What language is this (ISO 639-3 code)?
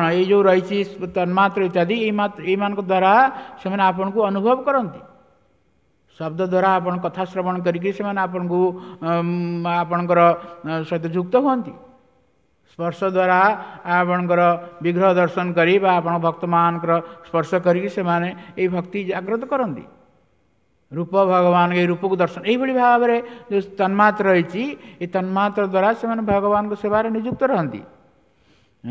ori